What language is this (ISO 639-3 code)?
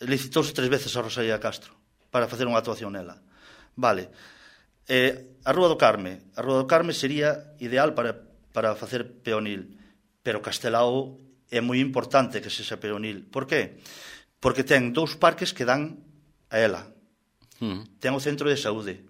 glg